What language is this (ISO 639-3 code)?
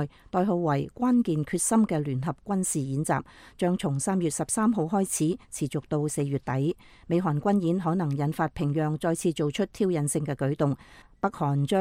yue